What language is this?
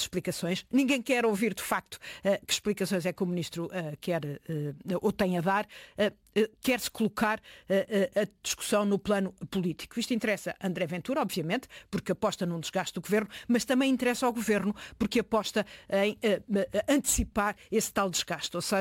Portuguese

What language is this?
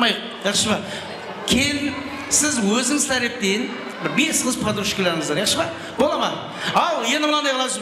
Kara-Kalpak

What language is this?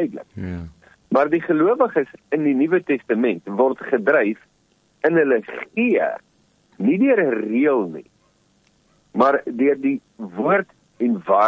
Afrikaans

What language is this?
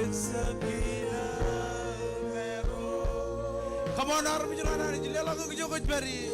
Marshallese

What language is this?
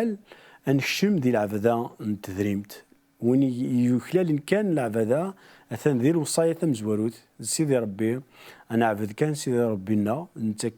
Kabyle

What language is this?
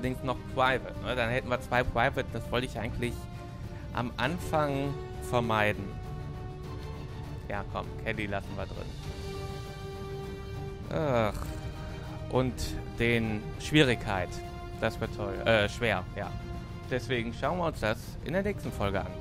German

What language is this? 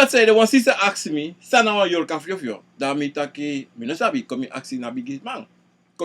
Sranan Tongo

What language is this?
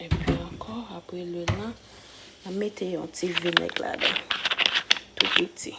Haitian Creole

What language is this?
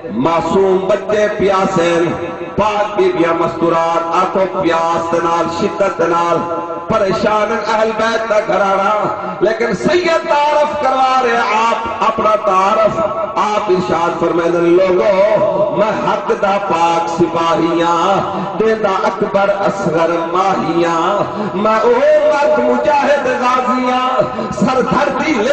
Saraiki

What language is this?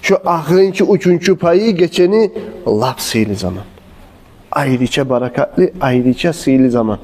Kumyk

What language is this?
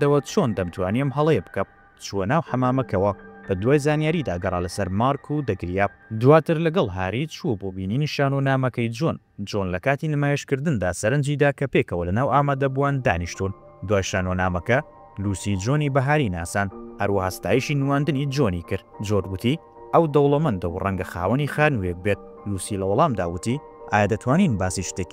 Central Kurdish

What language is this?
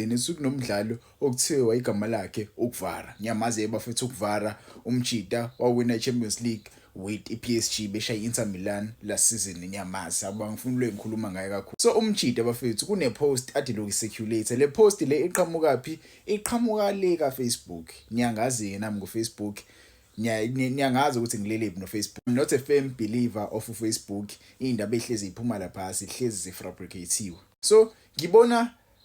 Zulu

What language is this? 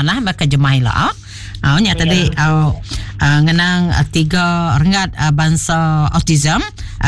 Iban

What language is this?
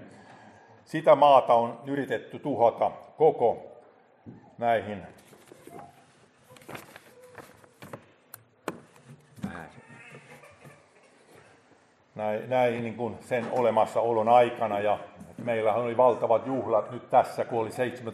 Finnish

